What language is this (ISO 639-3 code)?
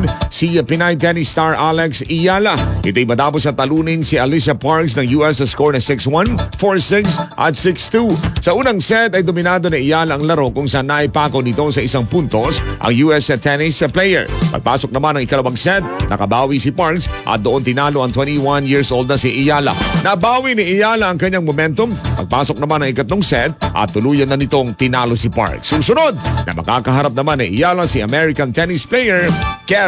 fil